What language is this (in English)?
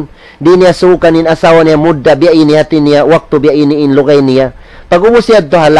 Tausug